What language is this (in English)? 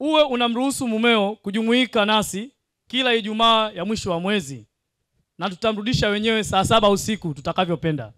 Swahili